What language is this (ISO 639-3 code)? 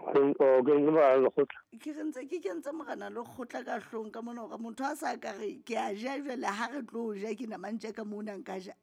sot